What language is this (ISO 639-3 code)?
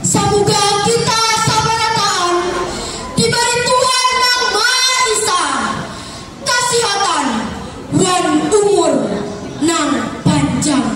bjn